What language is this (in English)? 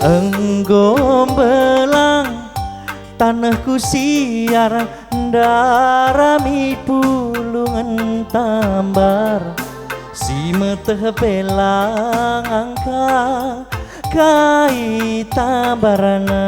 Batak Karo